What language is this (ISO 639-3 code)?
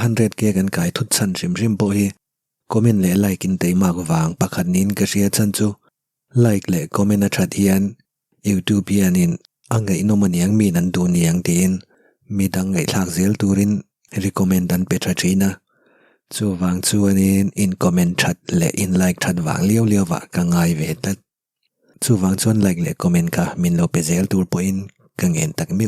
lus